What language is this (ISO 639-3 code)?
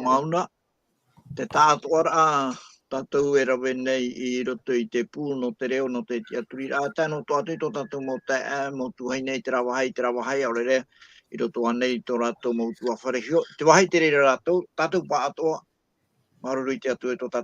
tah